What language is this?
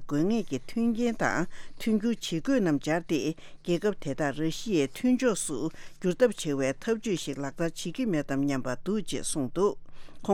Tibetan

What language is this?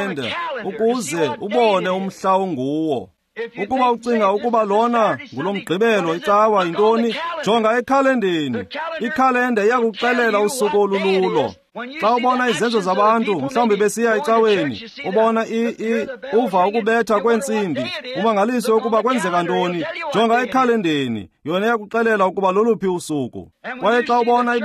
Xhosa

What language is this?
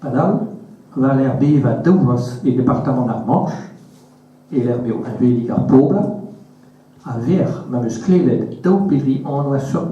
Breton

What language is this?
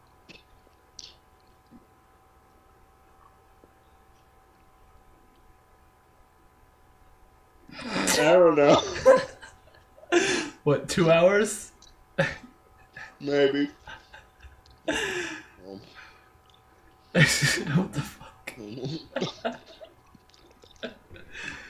English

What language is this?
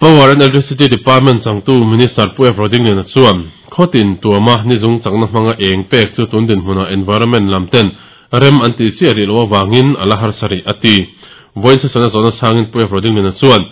Mizo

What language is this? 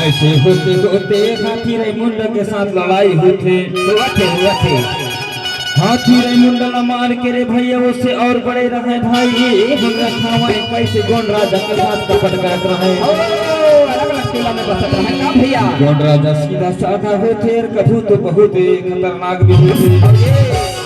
Chhattisgarhi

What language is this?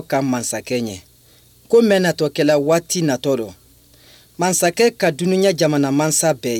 Bambara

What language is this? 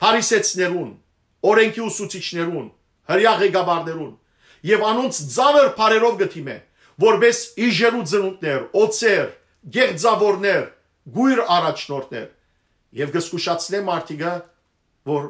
Western Armenian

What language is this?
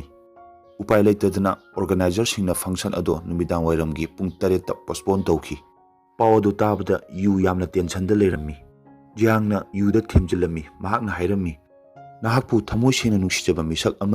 Manipuri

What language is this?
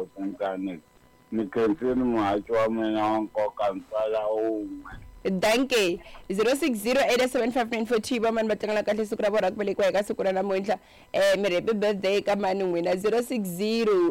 Tsonga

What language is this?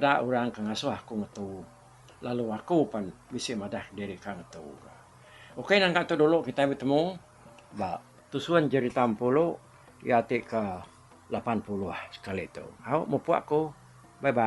Iban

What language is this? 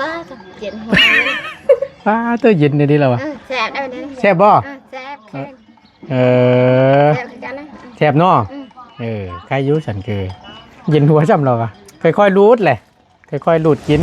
Northeastern Thai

